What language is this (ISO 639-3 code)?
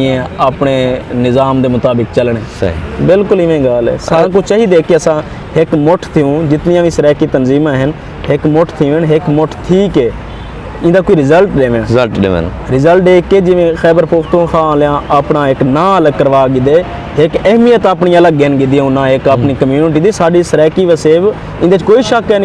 skr